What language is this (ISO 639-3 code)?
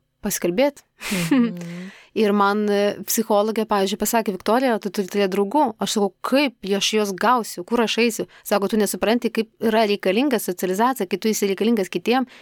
lit